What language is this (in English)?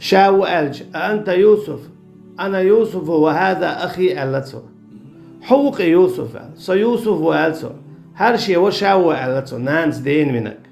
Chechen